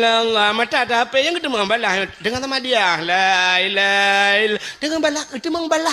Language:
Achinese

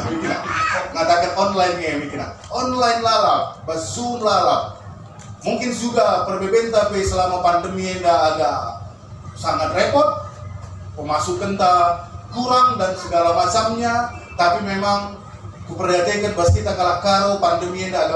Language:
Batak Karo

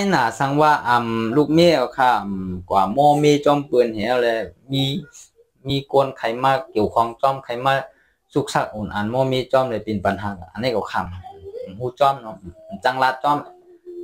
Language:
Shan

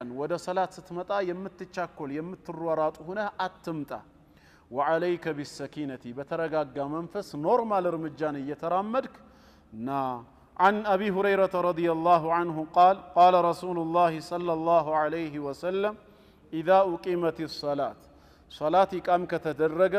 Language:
Amharic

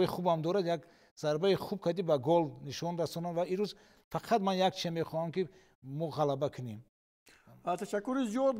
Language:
Tajik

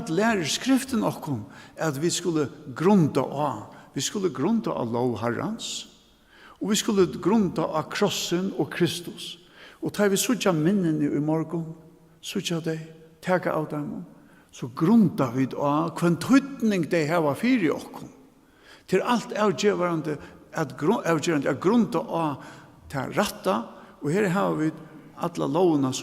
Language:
Faroese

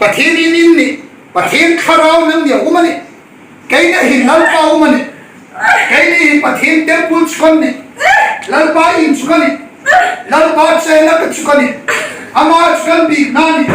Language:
Hmar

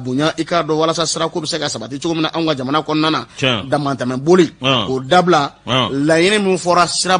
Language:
Bambara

